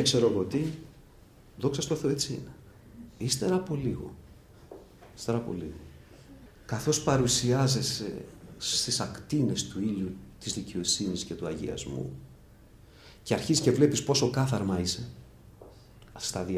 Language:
Greek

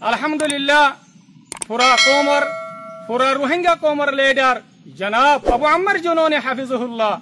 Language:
Rohingya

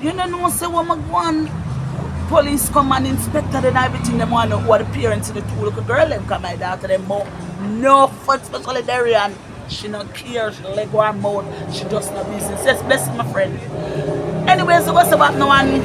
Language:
Jamaican Creole English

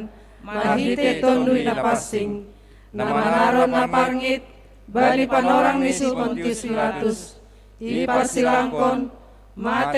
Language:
Batak Simalungun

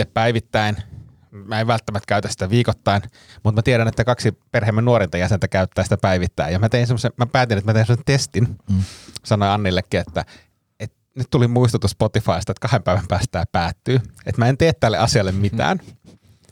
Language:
Finnish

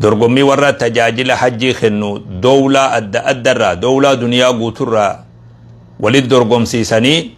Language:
Oromo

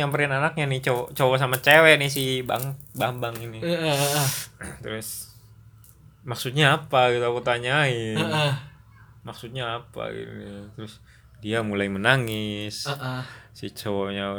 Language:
Indonesian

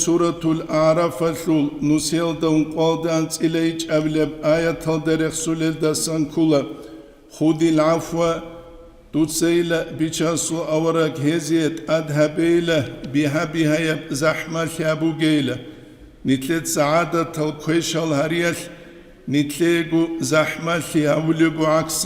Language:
Avaric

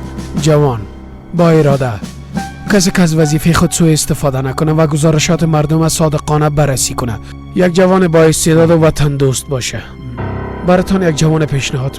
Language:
Persian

